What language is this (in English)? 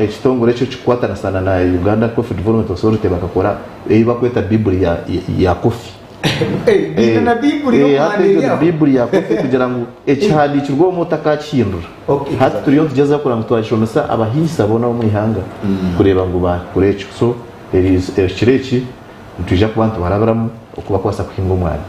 Nyankole